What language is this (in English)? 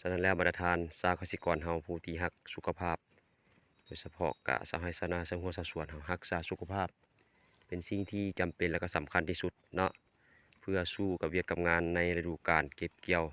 Lao